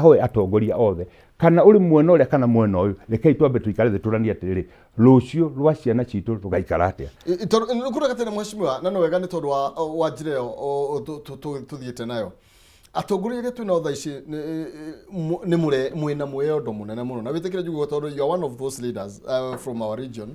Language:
Kikuyu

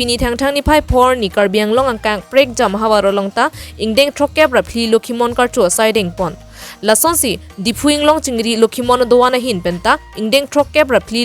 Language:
Karbi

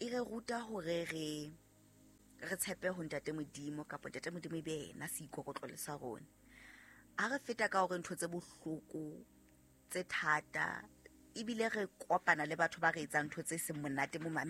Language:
Southern Sotho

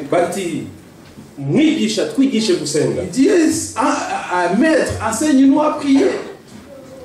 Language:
Kinyarwanda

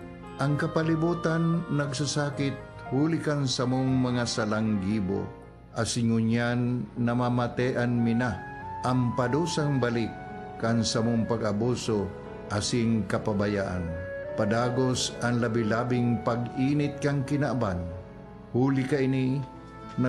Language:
Bikol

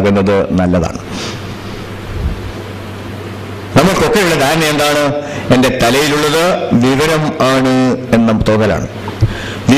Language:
Malayalam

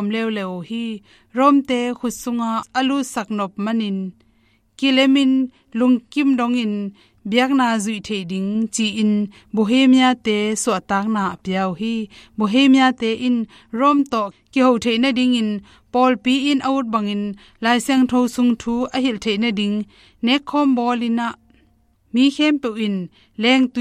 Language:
Tedim Chin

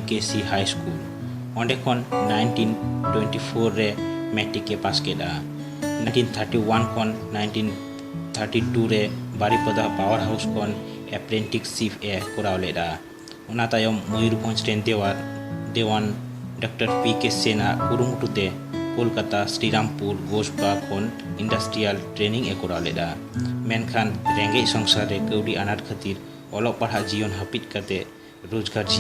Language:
Santali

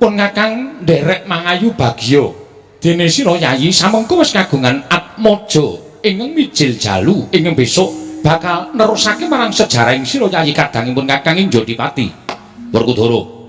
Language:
Javanese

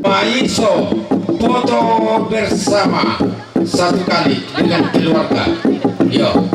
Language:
Toraja-Sa'dan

